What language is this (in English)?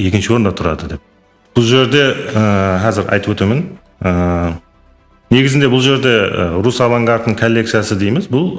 Kara-Kalpak